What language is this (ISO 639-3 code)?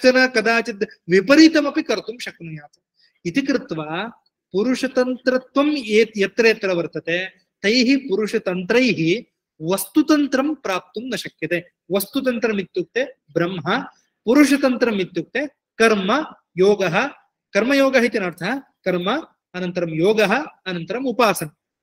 san